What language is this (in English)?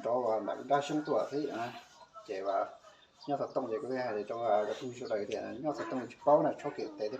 Hmong